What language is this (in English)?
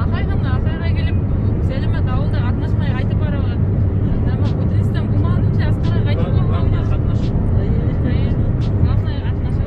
Bashkir